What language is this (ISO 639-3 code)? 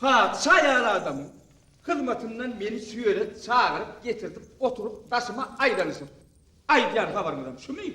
tuk